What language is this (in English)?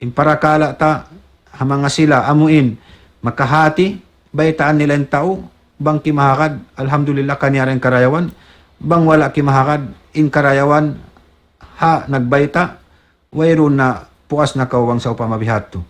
Tausug